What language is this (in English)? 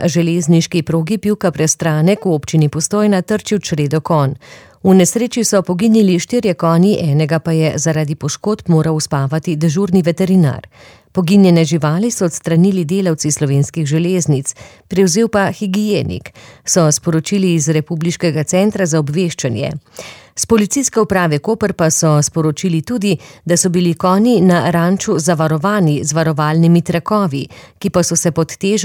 Slovenian